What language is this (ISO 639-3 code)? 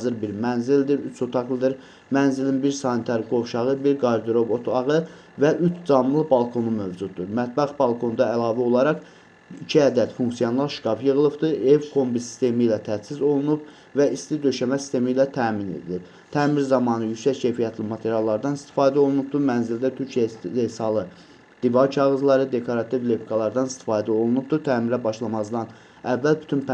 aze